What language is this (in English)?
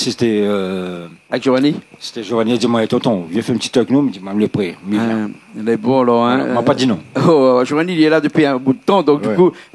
Réunion Creole French